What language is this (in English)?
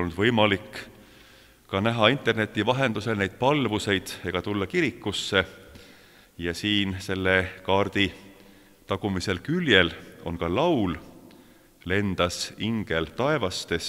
Estonian